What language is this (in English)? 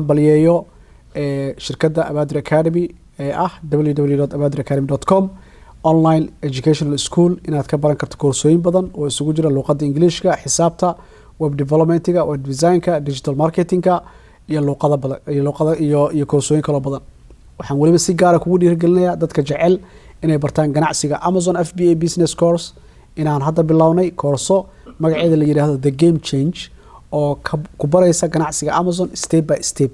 Somali